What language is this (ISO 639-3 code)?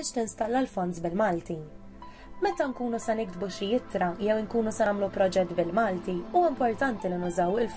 mlt